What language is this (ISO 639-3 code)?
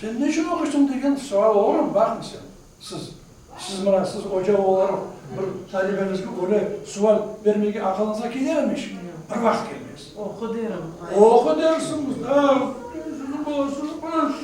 crh